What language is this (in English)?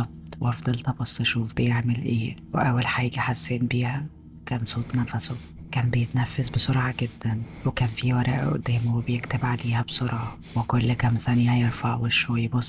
Egyptian Arabic